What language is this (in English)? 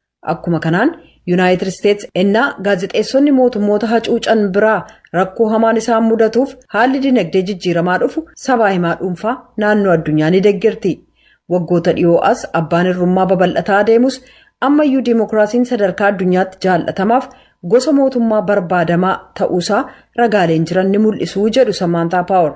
Oromo